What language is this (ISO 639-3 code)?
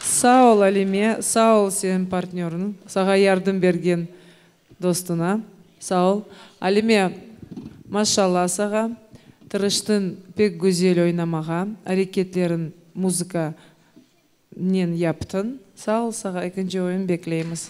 crh